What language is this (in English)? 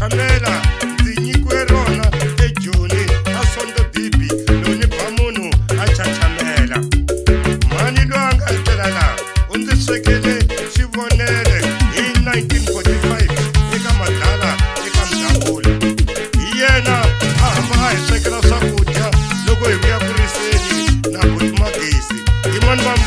Tsonga